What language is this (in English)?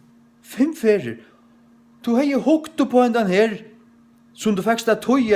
Faroese